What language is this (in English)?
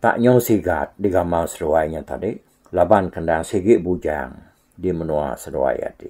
Iban